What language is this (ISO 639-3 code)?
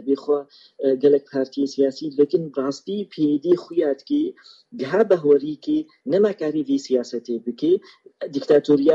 kur